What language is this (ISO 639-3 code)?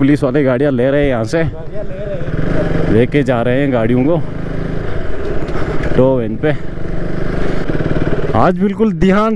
hin